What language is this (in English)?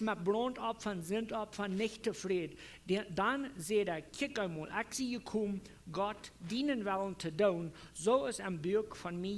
Plautdietsch